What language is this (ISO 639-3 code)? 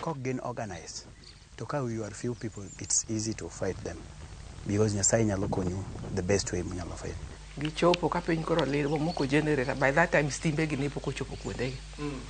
luo